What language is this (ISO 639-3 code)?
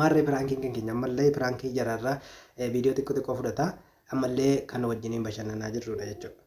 orm